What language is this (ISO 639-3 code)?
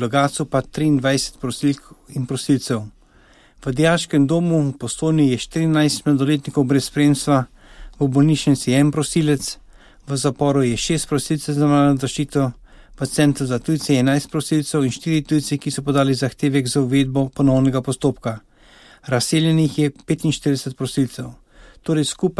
slv